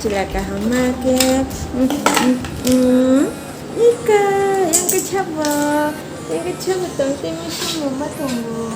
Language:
Kok Borok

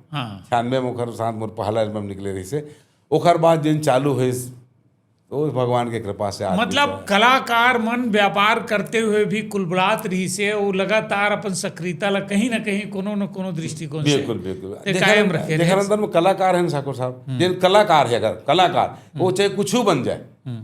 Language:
Chhattisgarhi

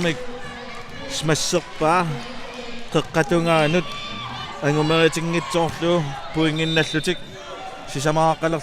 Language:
Kalaallisut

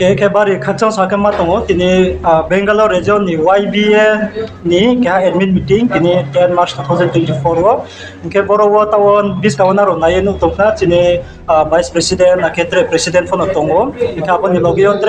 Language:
Riang (India)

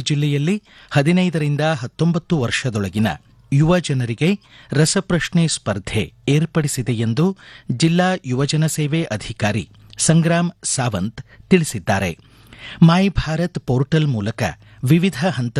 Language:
Kannada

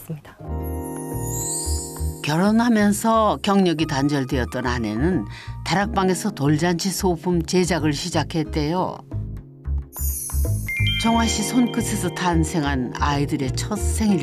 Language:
Korean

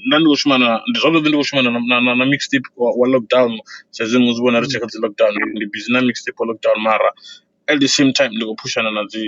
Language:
Venda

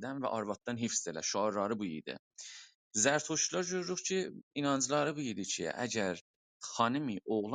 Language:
South Azerbaijani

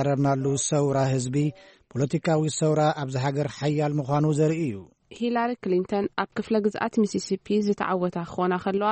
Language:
Tigrinya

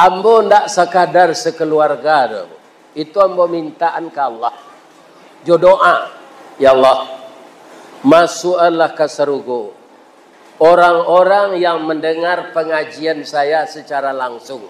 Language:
Minangkabau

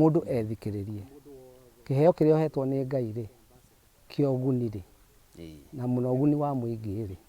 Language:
Kikuyu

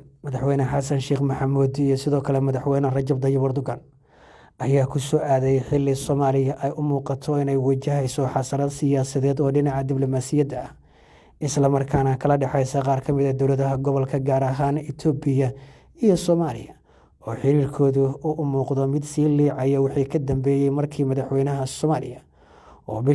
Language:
Somali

